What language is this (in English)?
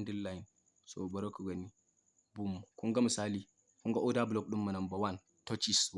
Hausa